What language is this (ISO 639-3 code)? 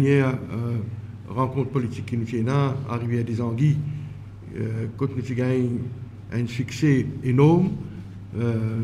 mfe